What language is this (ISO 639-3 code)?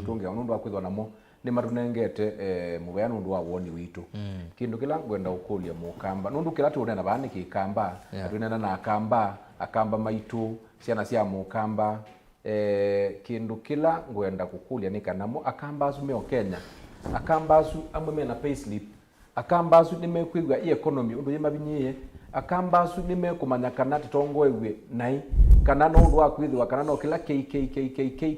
kam